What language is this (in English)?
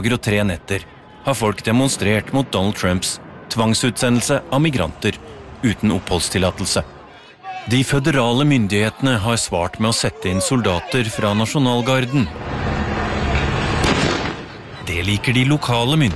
Norwegian